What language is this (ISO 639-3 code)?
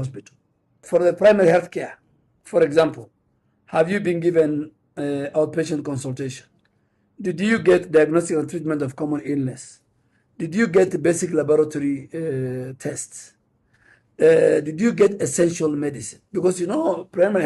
guz